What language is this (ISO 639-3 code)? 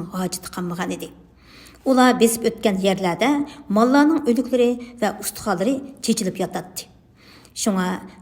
uig